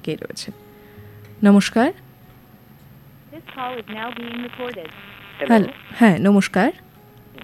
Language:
Bangla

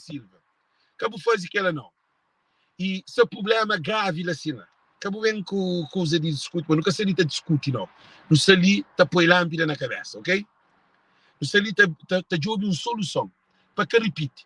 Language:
Kabuverdianu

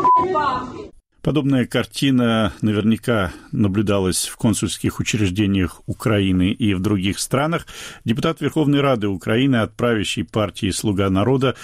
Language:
Russian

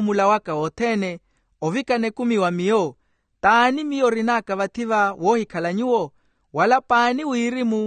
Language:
Makhuwa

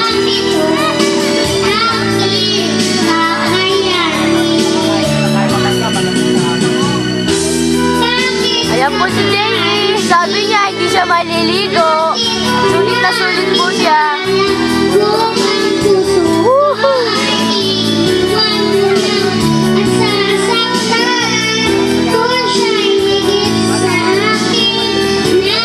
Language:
Filipino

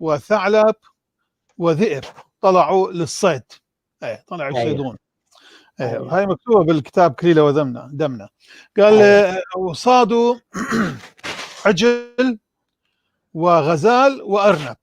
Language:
North Levantine Arabic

